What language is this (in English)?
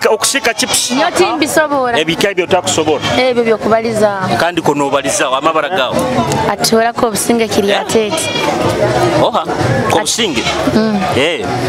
Nyoro